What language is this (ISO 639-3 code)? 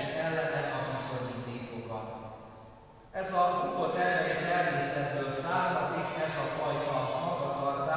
hun